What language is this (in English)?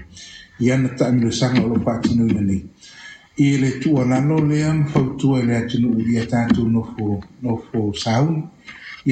Samoan